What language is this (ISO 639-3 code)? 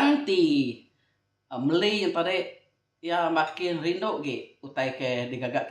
iba